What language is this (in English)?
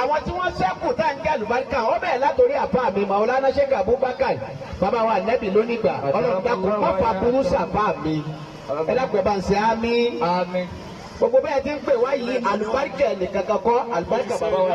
Yoruba